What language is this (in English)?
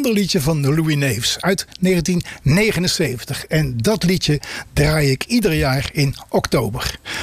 Dutch